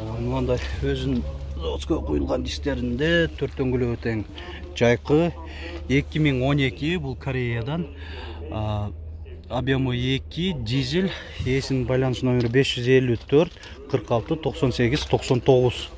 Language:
Kyrgyz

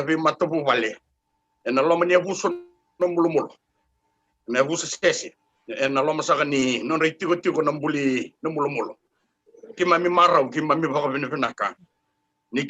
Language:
Fijian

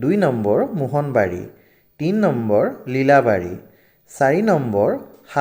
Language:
Assamese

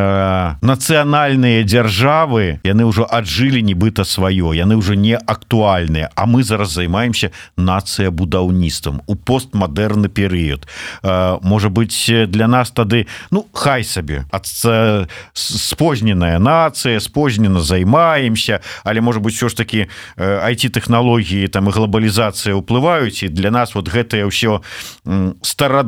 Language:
Belarusian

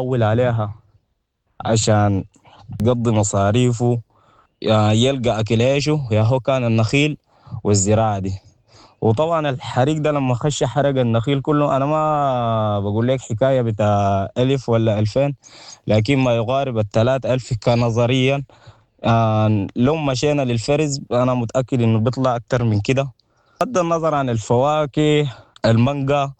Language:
Sudanese Arabic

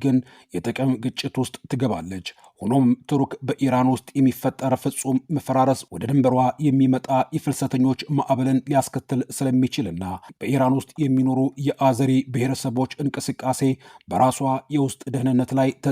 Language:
Amharic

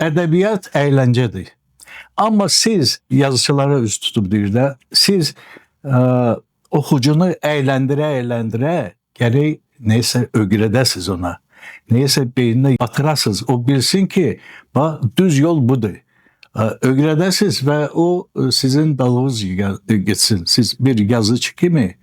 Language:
Azerbaijani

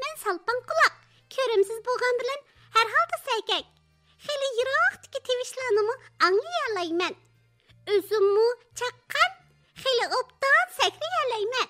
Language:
Uyghur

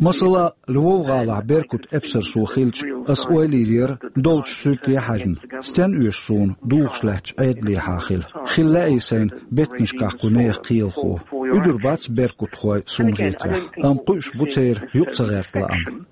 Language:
Chechen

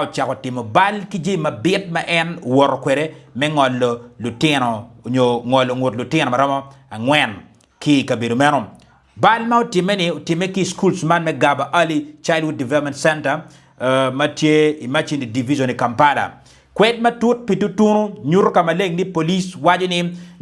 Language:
Acoli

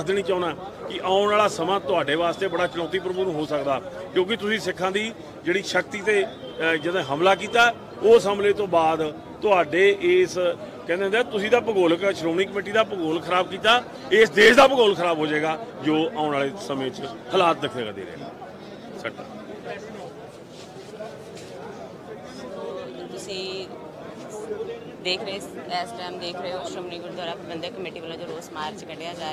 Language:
Punjabi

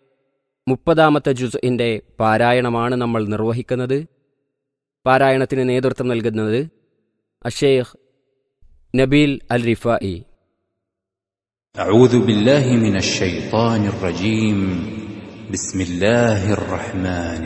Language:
Malayalam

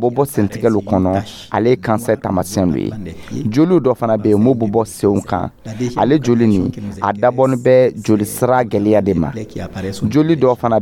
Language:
Dyula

